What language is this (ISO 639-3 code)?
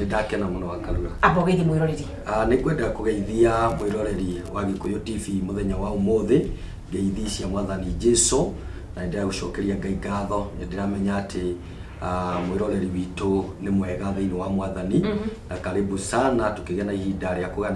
kik